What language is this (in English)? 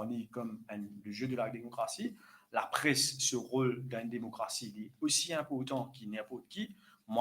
Morisyen